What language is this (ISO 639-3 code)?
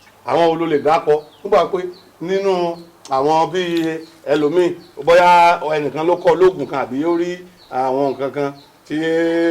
yor